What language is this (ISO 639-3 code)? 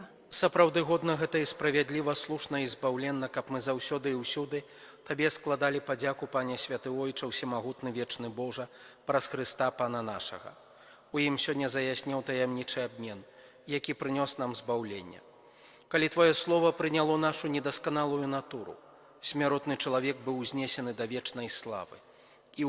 bel